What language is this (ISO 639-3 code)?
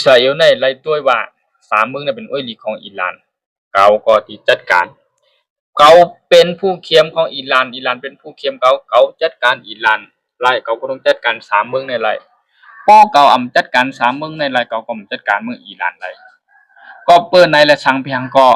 shn